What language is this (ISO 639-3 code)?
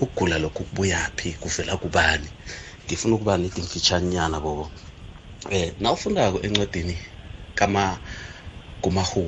nbl